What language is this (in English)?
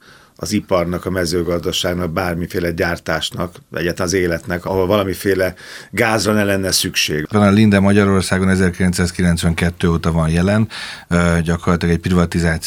Hungarian